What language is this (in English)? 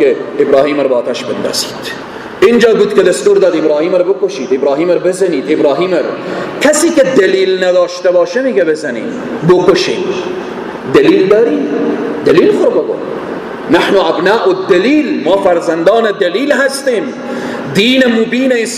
Persian